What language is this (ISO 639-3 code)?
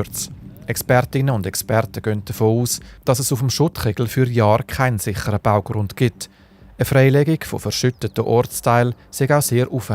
gsw